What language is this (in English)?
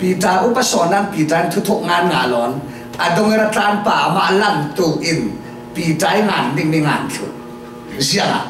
Falam Chin